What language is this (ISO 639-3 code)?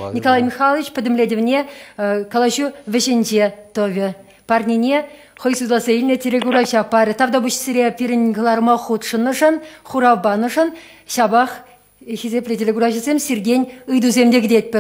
chv